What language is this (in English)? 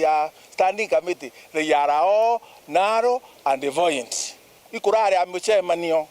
Meru